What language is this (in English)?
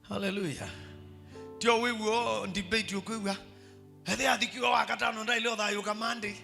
Kamba